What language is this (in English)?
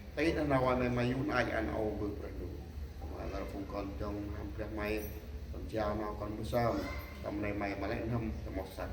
Central Mnong